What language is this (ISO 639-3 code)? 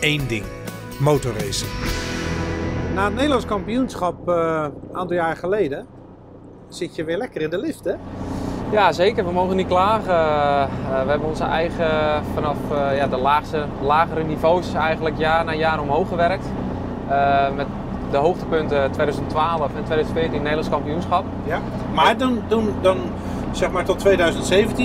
nld